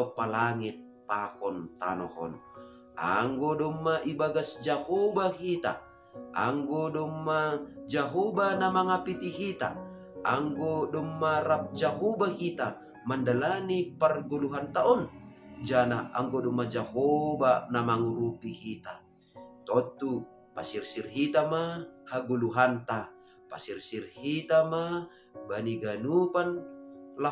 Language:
Batak Simalungun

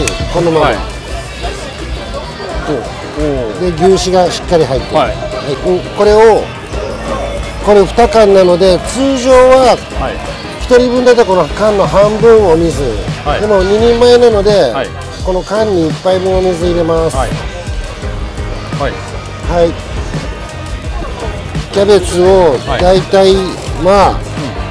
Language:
Japanese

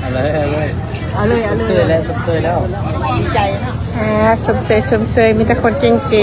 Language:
Lao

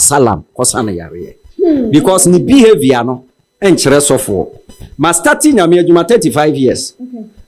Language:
Akan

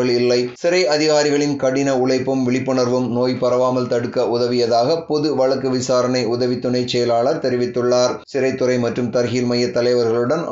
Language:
Tamil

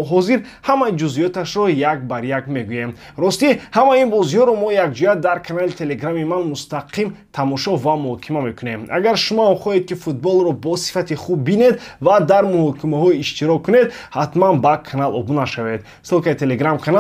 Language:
Tajik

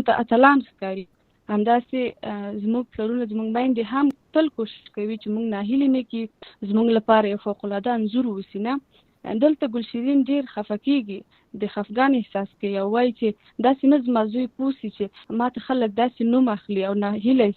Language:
Pashto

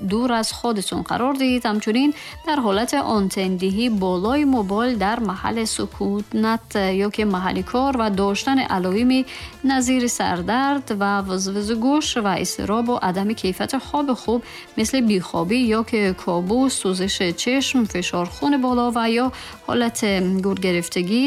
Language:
Tajik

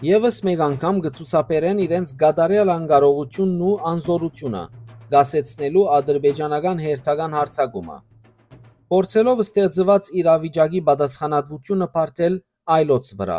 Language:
Western Armenian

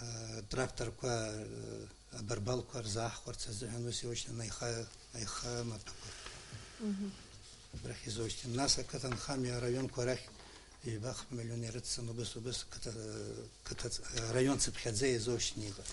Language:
Abkhazian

